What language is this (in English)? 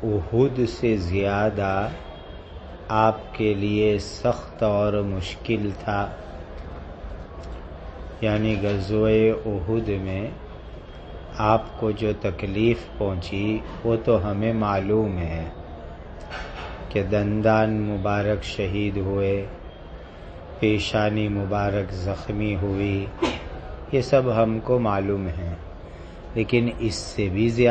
Urdu